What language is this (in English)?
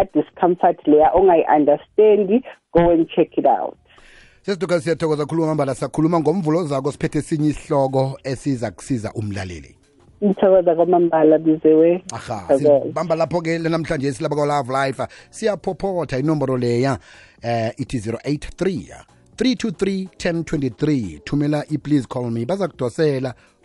South Ndebele